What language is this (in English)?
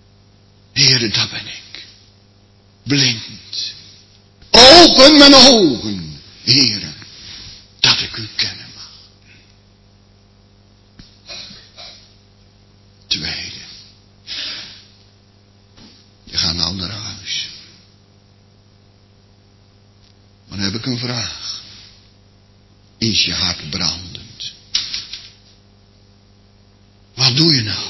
Dutch